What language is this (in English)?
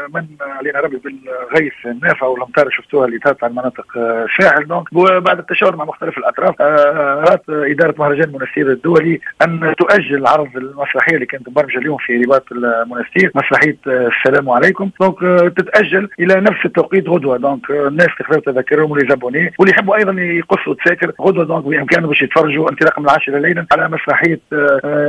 Tunisian Arabic